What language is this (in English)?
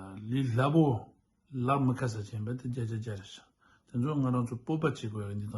Tibetan